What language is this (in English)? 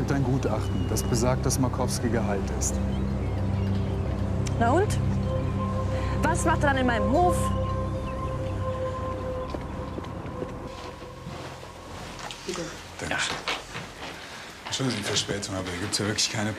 German